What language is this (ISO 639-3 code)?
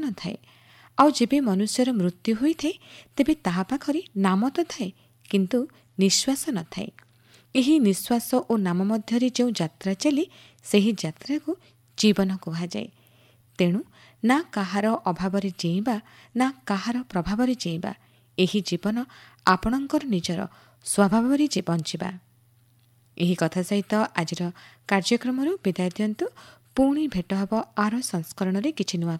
ori